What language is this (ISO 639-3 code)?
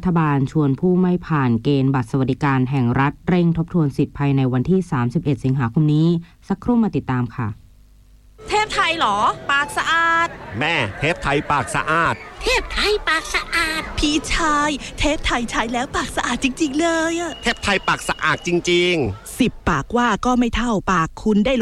tha